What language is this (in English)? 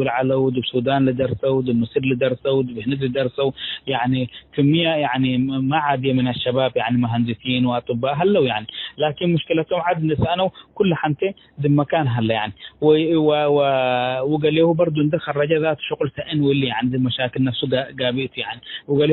Tigre